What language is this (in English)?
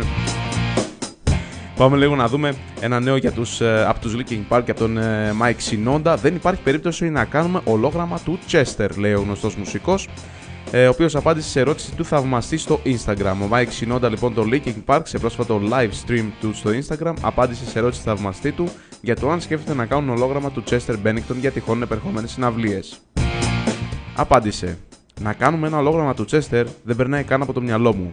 Greek